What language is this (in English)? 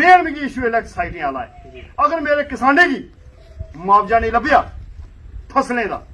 Dogri